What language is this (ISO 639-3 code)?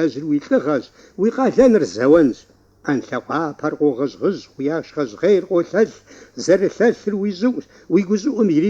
kbd